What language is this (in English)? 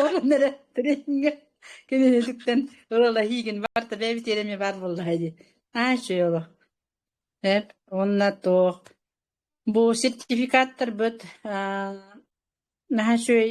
Yakut